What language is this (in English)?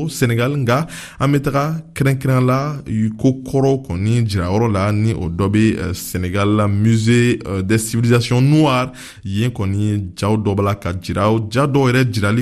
Bambara